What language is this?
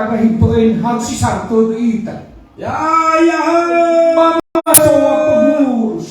Nias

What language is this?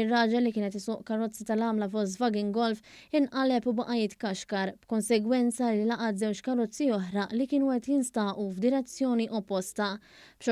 Maltese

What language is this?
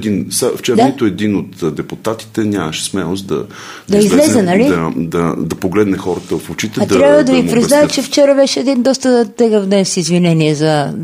Bulgarian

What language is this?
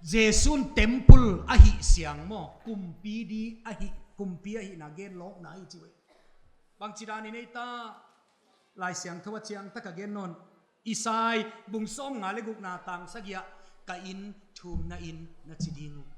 Paite Chin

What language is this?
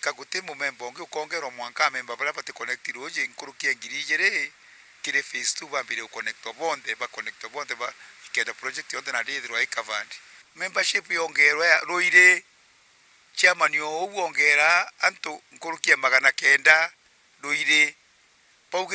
Meru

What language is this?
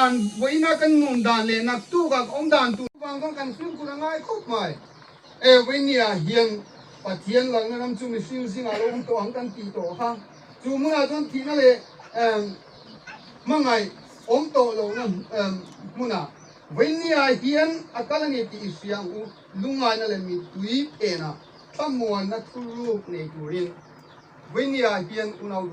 Hmar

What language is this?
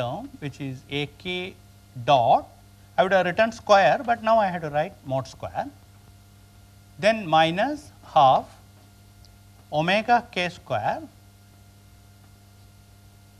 English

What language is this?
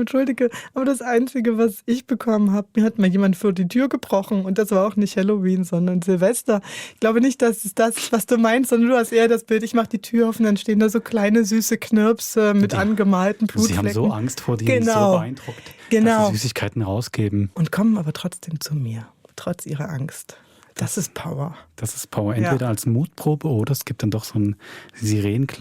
Swiss German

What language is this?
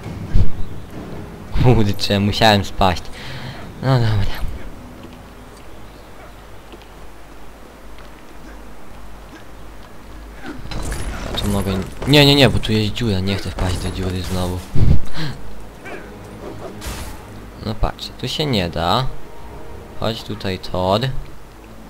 Polish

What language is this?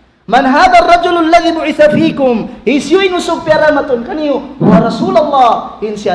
Tausug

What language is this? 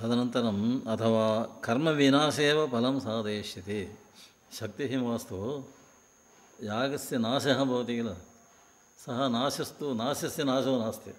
Sanskrit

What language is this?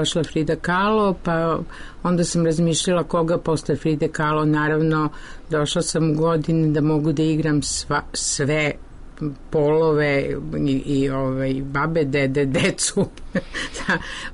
Serbian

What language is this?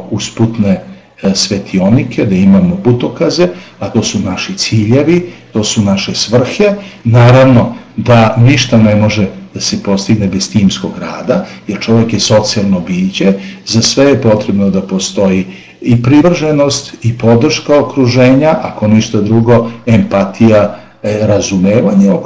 Serbian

